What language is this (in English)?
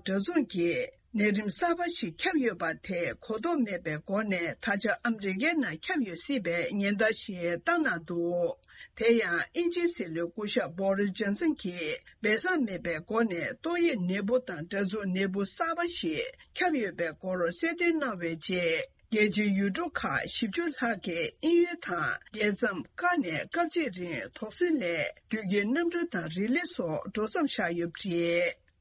Tibetan